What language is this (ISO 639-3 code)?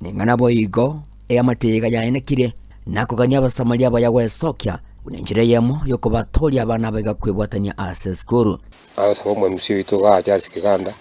guz